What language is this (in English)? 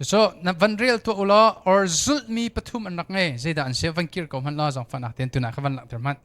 Hakha Chin